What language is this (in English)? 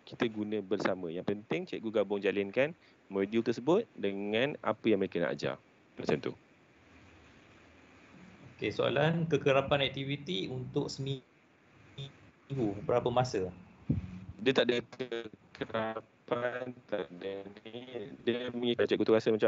Malay